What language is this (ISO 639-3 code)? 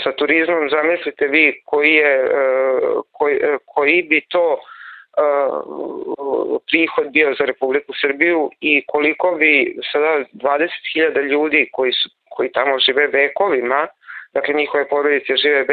srp